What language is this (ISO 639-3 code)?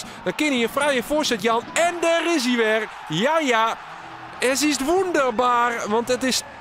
fry